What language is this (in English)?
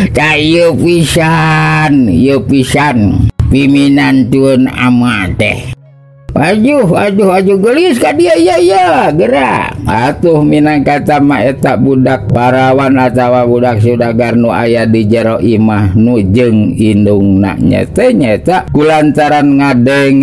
Sundanese